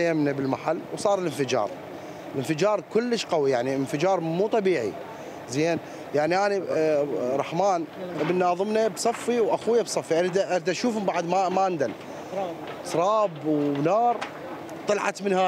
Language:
Mesopotamian Arabic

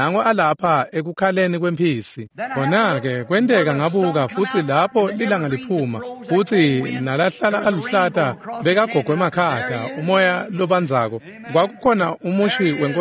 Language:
Swati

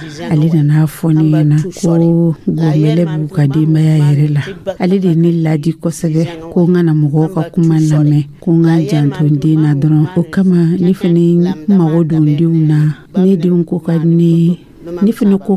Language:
Dyula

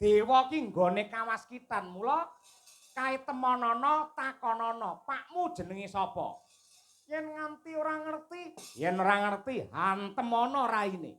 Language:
Javanese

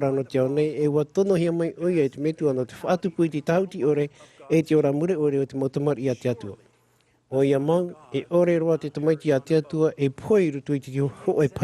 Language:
Tahitian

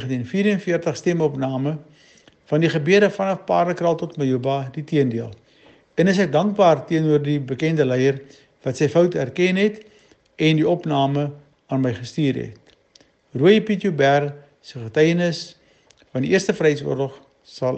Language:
Afrikaans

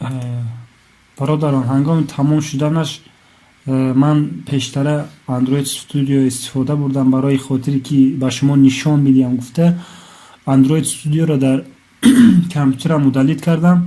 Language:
Tajik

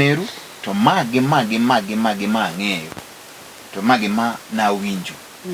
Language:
Luo (Kenya and Tanzania)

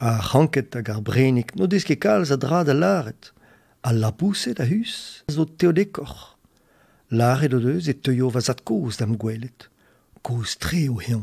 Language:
Breton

